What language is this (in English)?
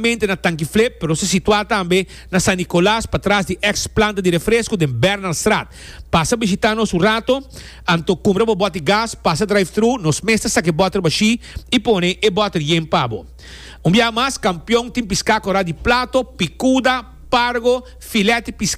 Papiamento